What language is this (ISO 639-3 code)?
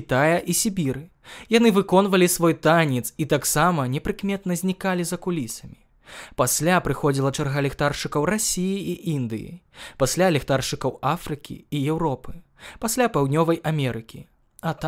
bel